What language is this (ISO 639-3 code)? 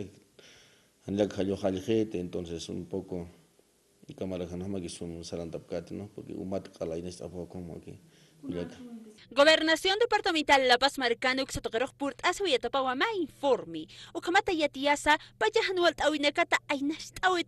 aym